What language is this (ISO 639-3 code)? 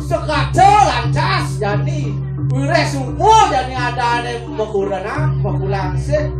ban